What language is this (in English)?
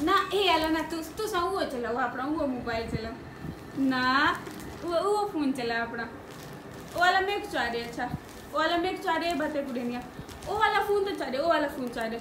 Saraiki